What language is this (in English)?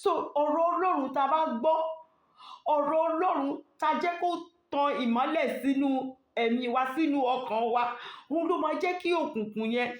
Yoruba